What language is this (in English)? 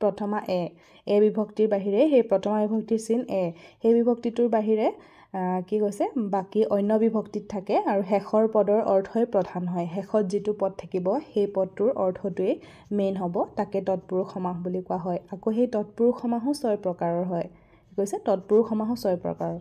Assamese